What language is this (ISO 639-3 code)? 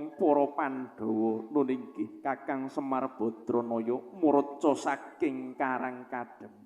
jav